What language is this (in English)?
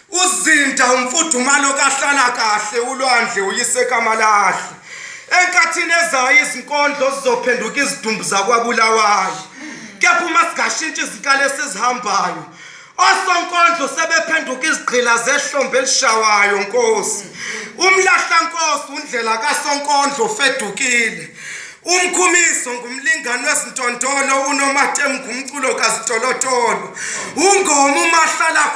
Zulu